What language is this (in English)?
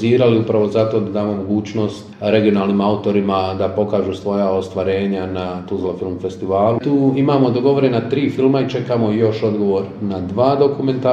Bosnian